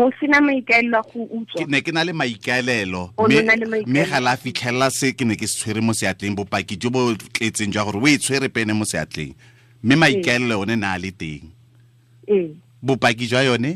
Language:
Tswana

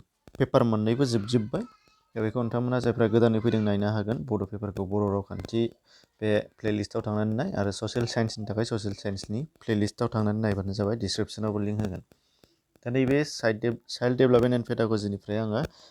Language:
Bodo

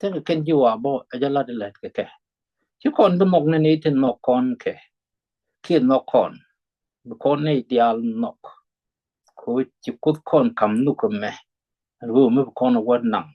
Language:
Nuer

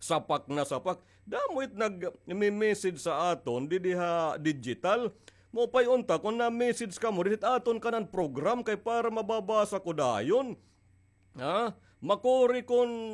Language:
Waray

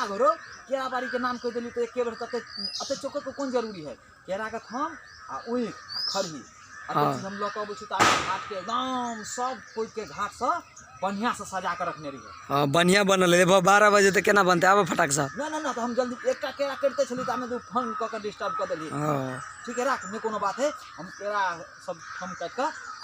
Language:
Maithili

